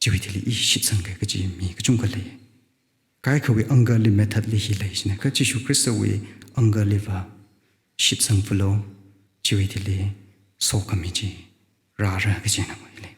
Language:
Tangkhul Naga (India)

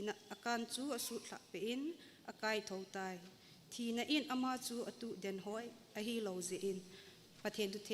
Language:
Thado Chin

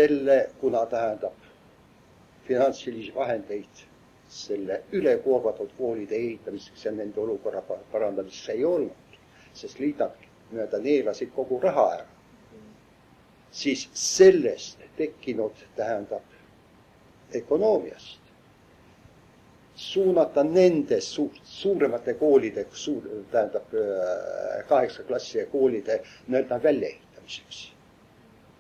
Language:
Estonian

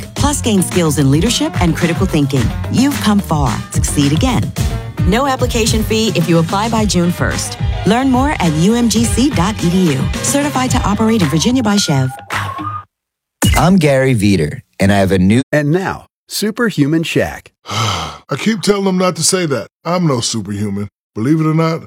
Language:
English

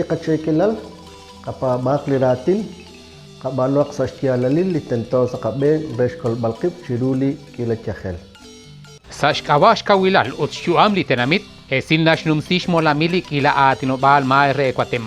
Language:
Kekchí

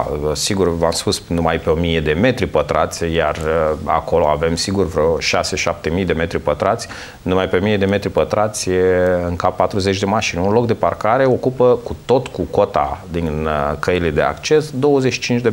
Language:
Romanian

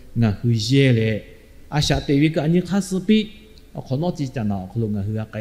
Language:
Lahu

